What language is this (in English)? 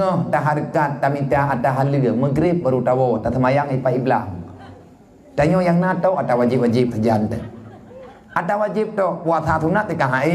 Achinese